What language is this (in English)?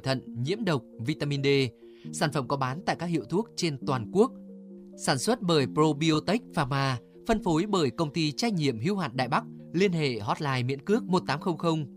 Vietnamese